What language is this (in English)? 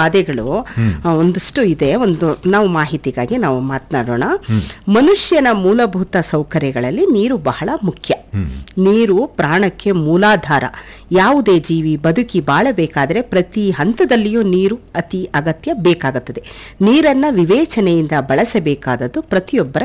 Kannada